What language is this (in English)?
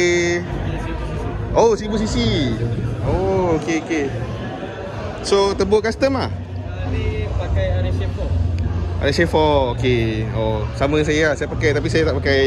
Malay